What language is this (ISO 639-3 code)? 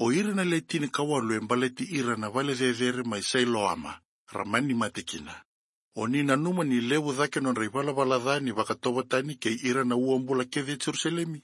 fij